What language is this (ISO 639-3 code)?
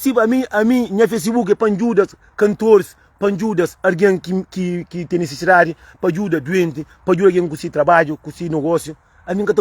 kea